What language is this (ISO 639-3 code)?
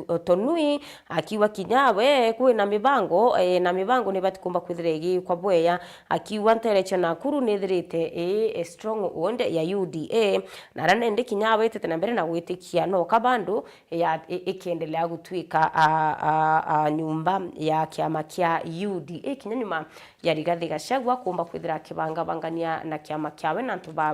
mer